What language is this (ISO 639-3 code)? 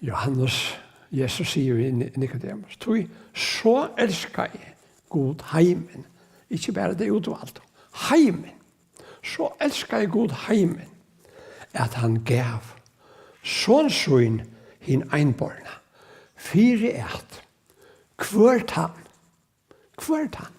fao